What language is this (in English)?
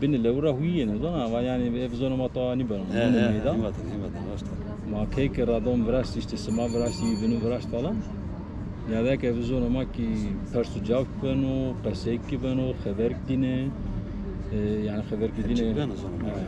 Zaza